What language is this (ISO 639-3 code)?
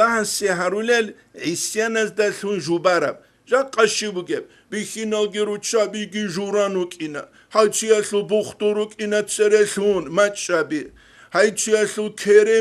ava